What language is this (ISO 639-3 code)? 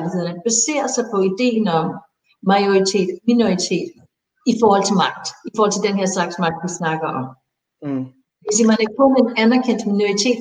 dan